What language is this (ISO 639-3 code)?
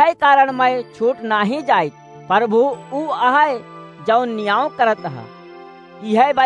awa